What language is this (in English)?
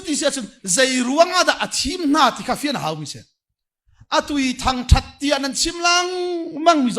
Hakha Chin